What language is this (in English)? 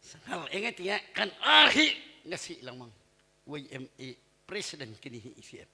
Hakha Chin